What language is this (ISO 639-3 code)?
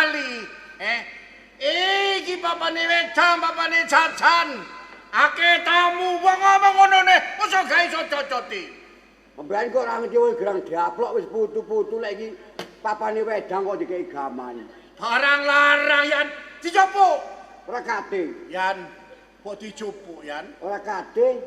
jav